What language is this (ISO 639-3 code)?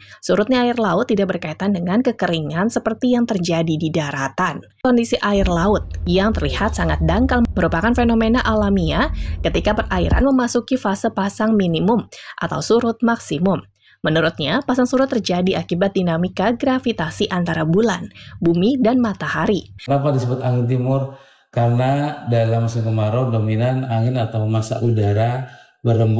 ind